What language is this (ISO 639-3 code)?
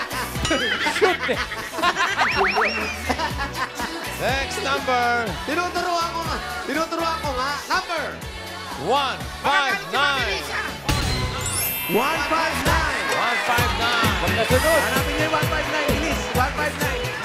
fil